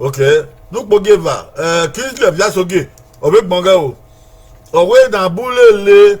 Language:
Bini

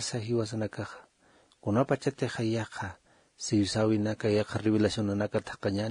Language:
Aymara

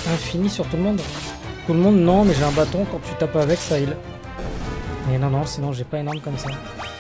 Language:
French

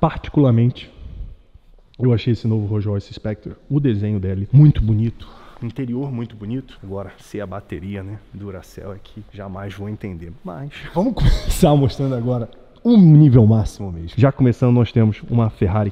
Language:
Portuguese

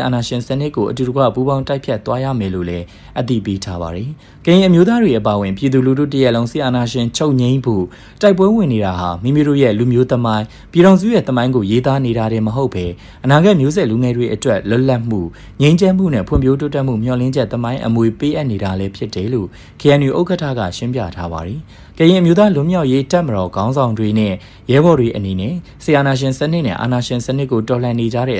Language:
Burmese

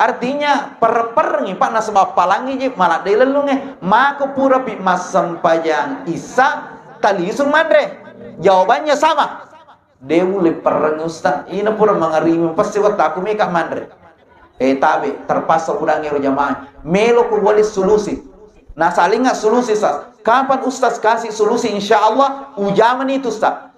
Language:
Buginese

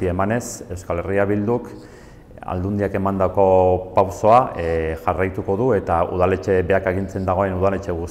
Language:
Basque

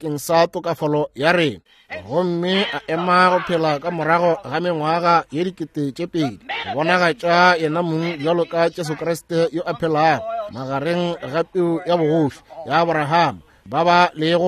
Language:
Northern Sotho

